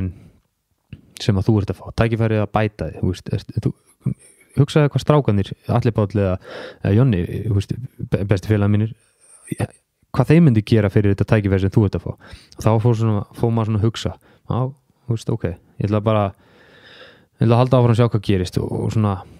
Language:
Icelandic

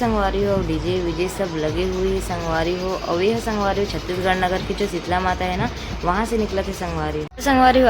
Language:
Chhattisgarhi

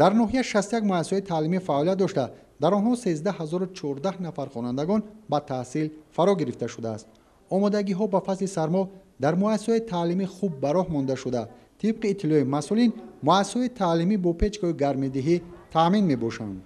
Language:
Tajik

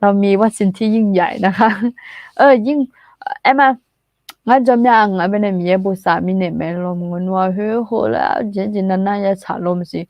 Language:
Akha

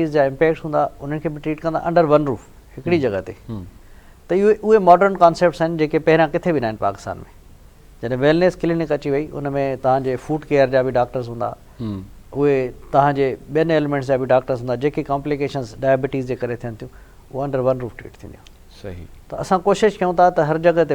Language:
Sindhi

